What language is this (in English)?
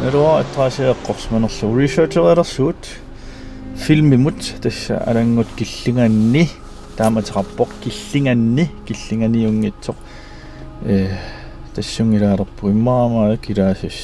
Kalaallisut